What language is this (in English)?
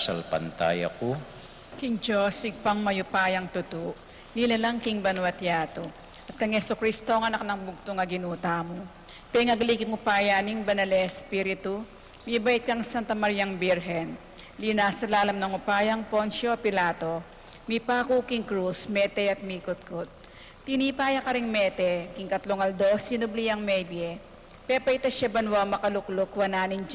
Pampanga